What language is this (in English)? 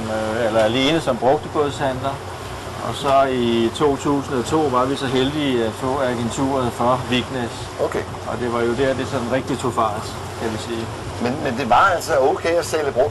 Danish